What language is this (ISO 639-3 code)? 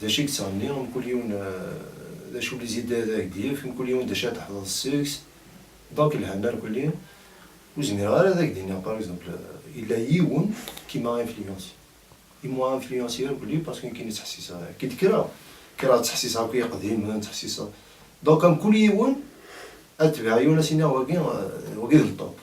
kab